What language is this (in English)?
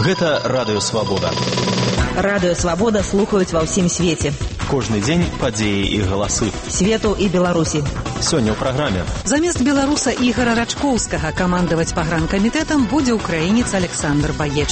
Belarusian